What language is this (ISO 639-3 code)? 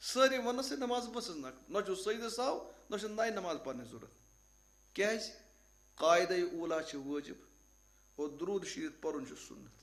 kas